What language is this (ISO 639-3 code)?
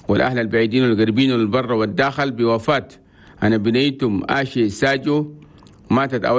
shu